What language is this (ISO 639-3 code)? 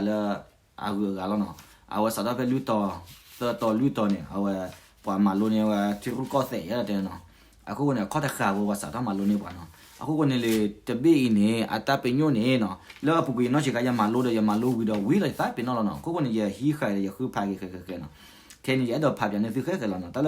ksw